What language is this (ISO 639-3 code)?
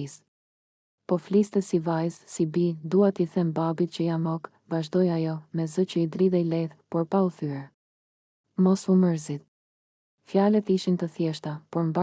sqi